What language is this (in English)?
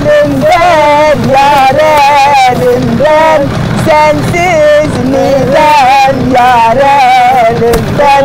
Zaza